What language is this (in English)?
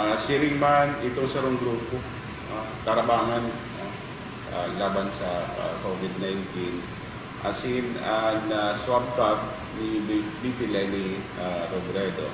Bikol